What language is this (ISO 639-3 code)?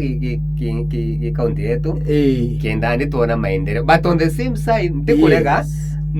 mer